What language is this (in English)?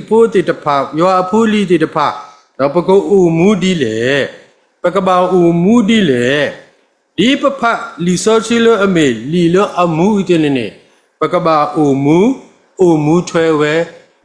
S'gaw Karen